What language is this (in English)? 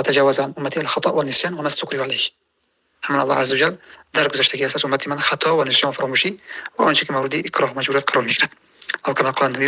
Tajik